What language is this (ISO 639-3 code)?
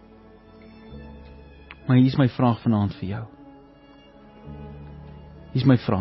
afr